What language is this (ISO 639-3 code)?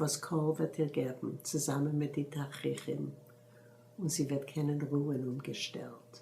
yid